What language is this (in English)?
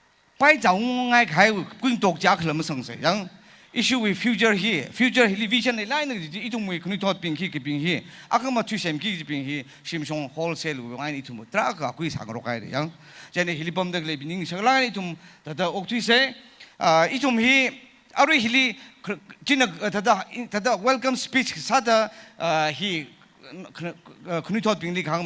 Tangkhul Naga (India)